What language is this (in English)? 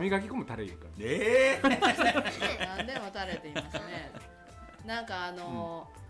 Japanese